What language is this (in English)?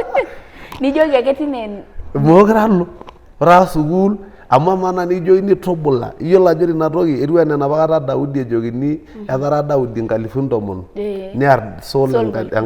Masai